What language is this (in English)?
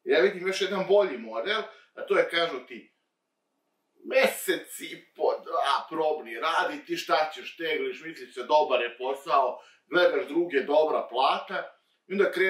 Serbian